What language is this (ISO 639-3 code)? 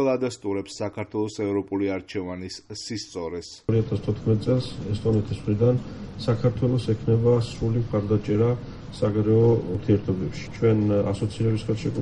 kat